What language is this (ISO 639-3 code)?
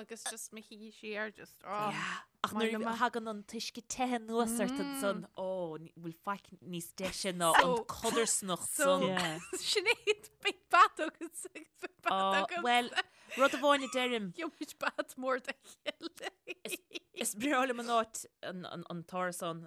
gle